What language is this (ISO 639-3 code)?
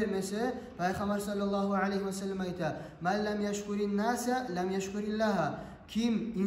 kum